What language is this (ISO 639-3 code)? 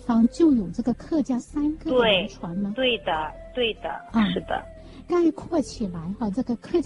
zho